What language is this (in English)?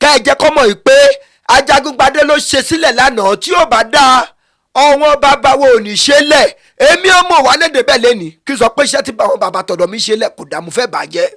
Yoruba